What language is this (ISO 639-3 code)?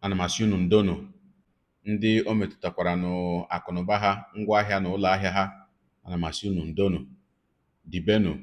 ibo